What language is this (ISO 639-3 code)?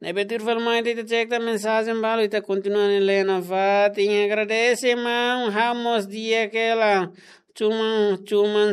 tet